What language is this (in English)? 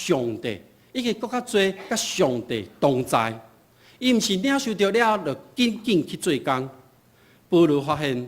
Min Nan Chinese